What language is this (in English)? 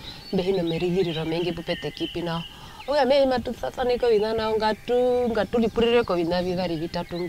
Herero